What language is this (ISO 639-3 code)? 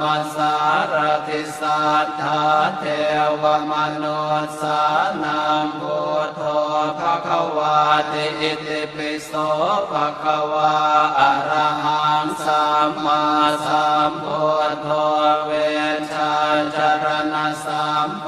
pli